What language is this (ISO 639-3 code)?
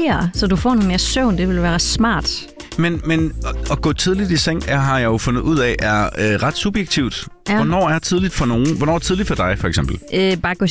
dan